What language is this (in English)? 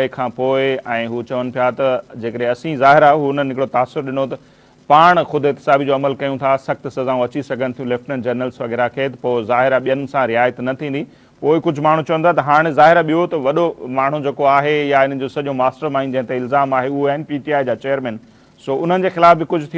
Sindhi